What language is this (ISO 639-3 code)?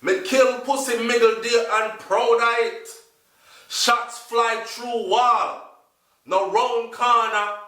jam